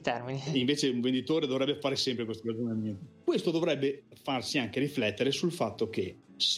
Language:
Italian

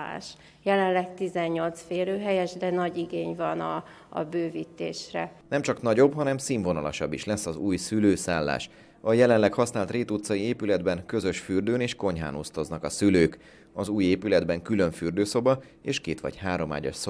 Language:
Hungarian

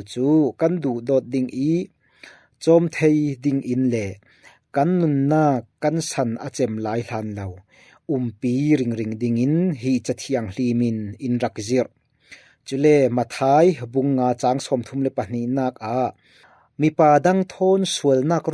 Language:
Falam Chin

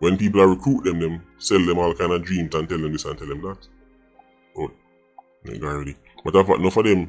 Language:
Jamaican Creole English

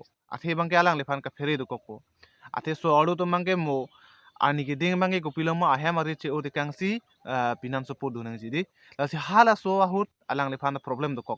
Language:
Karbi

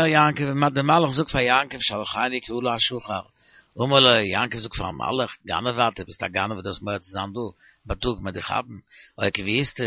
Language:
Yiddish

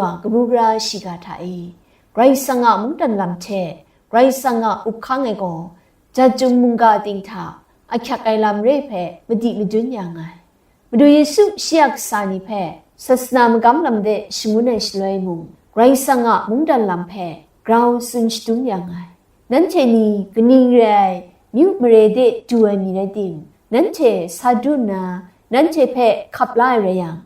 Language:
Kachin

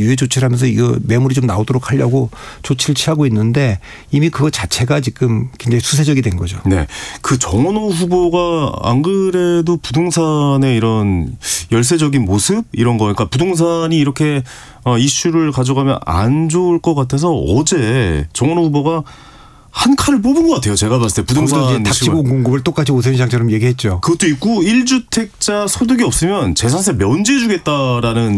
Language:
Korean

